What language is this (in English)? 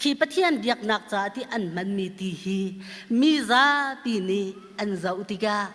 Hakha Chin